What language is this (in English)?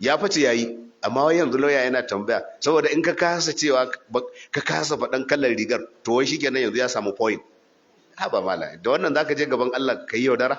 Hausa